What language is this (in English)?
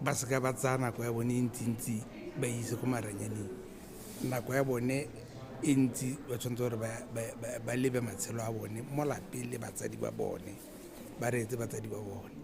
Tswana